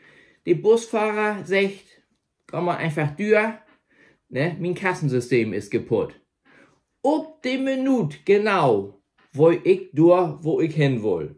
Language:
Low German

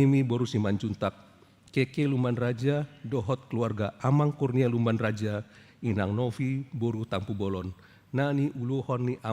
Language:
Batak Toba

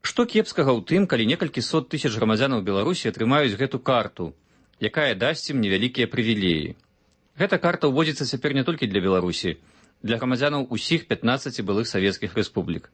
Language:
Belarusian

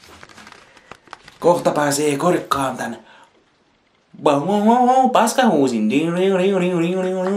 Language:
Finnish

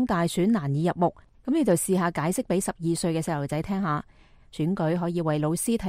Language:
Cantonese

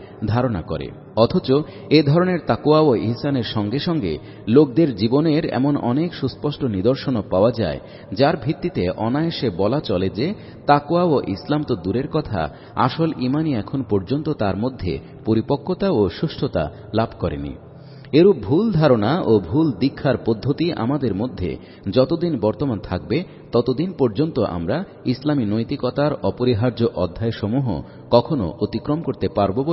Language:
Bangla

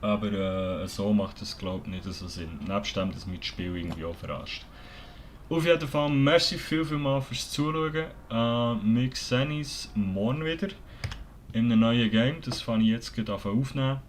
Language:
Swiss German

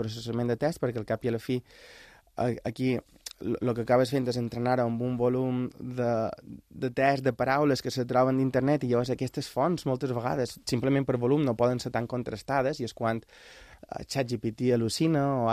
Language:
Catalan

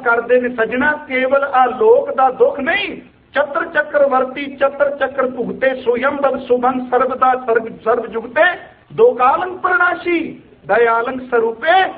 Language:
Punjabi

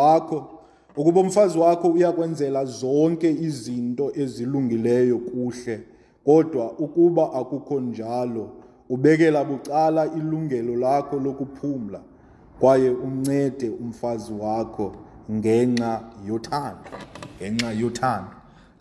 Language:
Xhosa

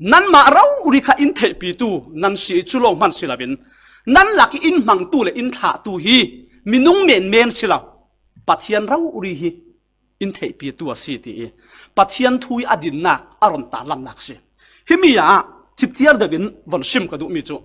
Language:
Falam Chin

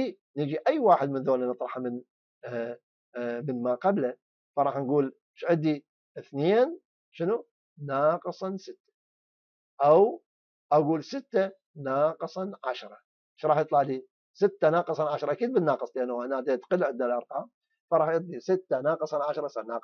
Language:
Mesopotamian Arabic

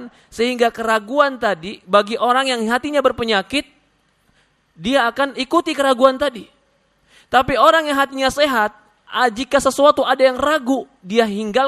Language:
Indonesian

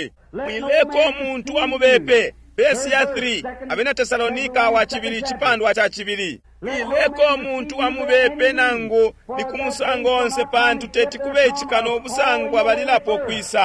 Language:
Bemba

